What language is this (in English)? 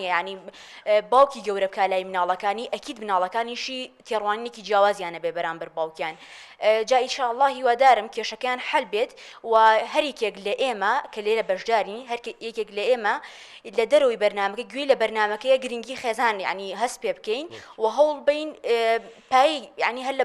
Central Kurdish